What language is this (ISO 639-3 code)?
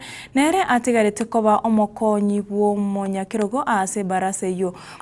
guz